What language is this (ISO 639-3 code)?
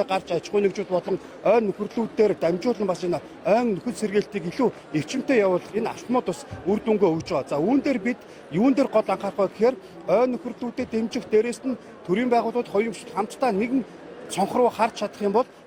mon